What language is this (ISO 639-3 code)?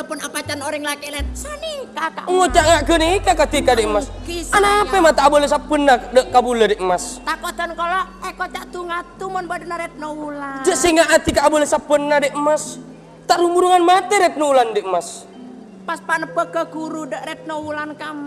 mad